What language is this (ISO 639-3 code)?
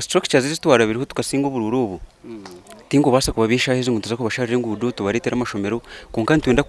nyn